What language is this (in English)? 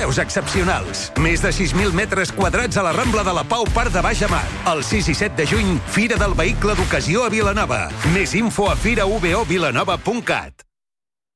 Catalan